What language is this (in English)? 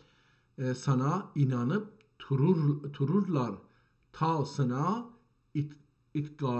South Azerbaijani